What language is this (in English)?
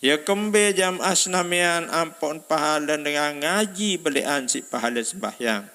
Sasak